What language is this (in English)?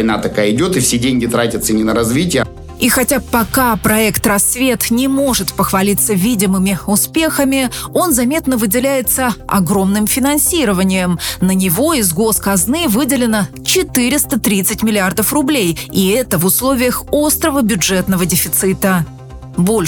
Russian